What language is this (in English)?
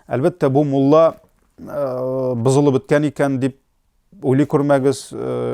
Tatar